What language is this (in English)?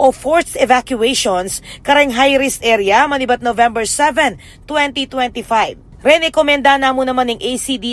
Pampanga